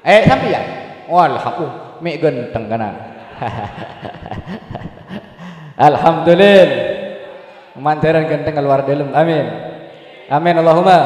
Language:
Madurese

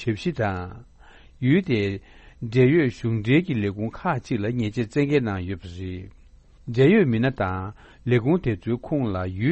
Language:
Tibetan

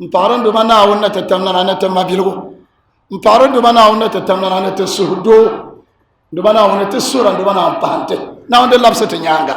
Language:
Dagbani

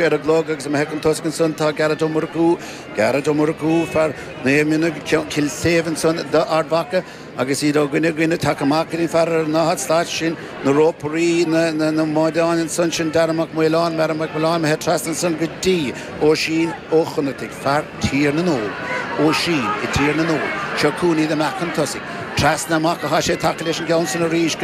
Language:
Irish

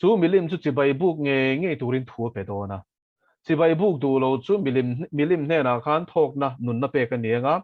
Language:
Mizo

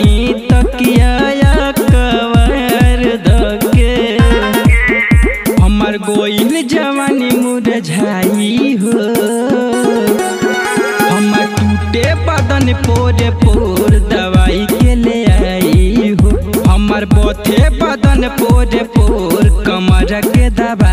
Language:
Bhojpuri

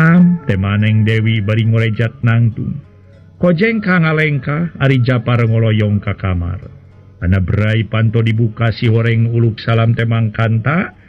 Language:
Sundanese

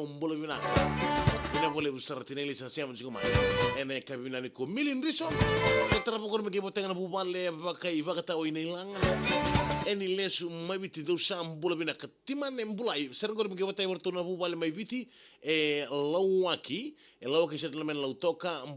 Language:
Fijian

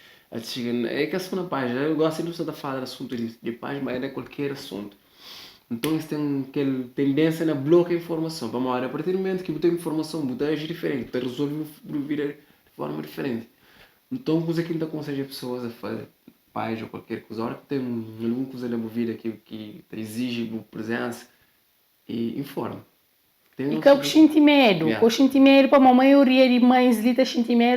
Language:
Kabuverdianu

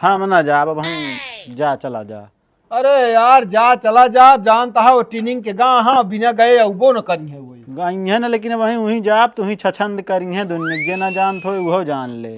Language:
Awadhi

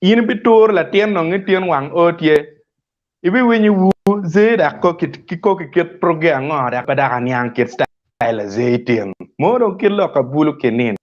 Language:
Acoli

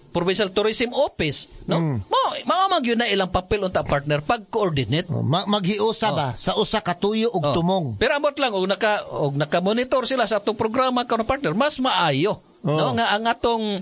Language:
Cebuano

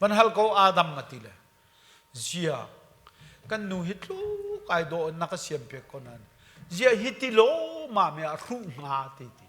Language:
Hakha Chin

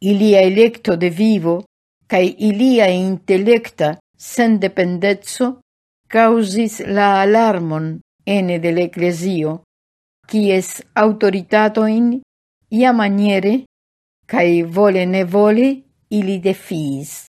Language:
Esperanto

